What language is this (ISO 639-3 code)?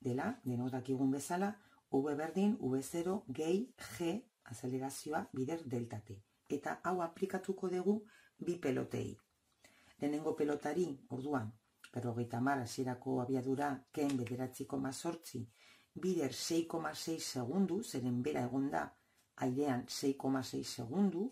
eus